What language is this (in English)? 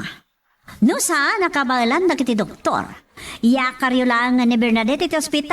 Iloko